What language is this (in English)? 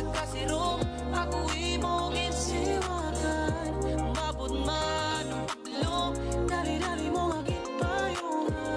Waray